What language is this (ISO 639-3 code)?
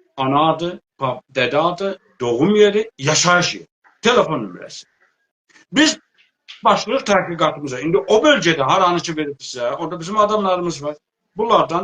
azb